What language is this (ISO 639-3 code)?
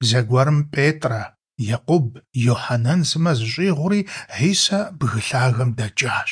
kbd